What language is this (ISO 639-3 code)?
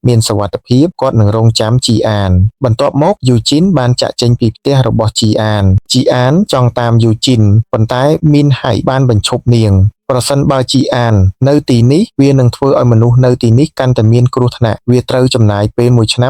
khm